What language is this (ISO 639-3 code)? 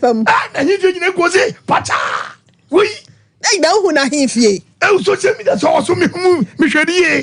aka